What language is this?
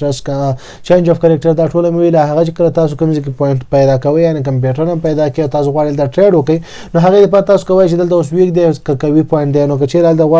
Pashto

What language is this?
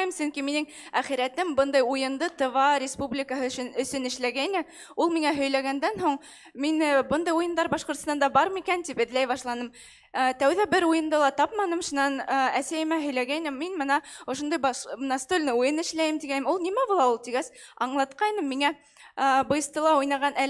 Bashkir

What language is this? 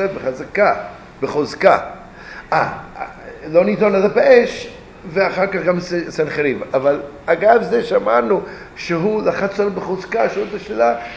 Hebrew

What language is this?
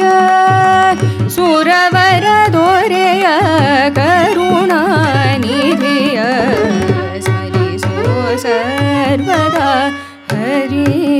Kannada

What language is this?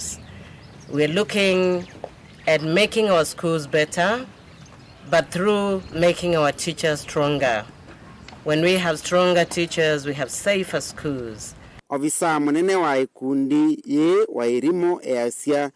Kamba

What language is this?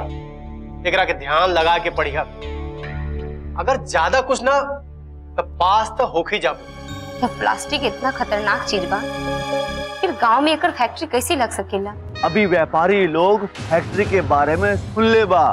Bhojpuri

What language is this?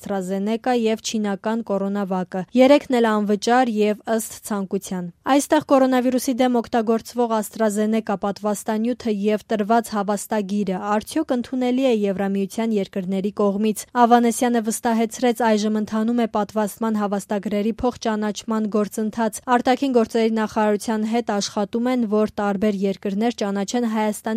Armenian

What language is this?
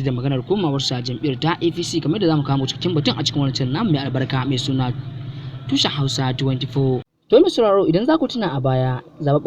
Hausa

